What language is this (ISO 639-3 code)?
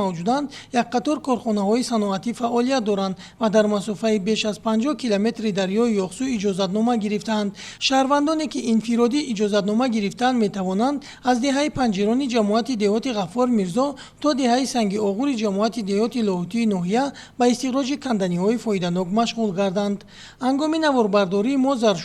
tgk